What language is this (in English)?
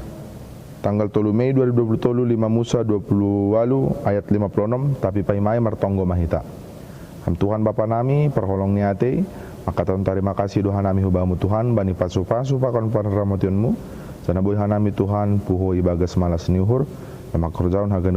Batak Simalungun